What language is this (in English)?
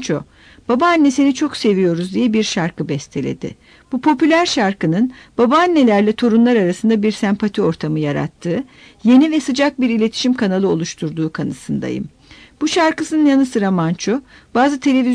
Turkish